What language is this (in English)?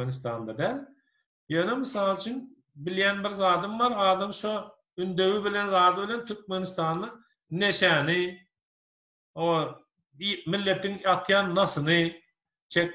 Turkmen